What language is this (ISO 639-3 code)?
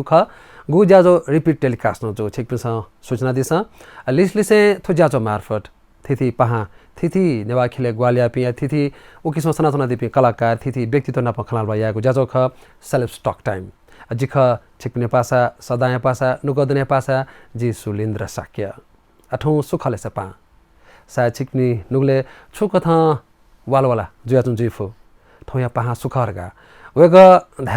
new